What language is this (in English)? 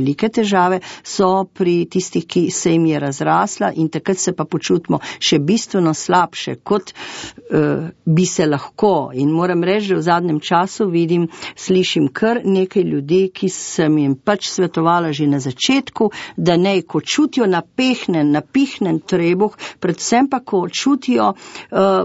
Slovenian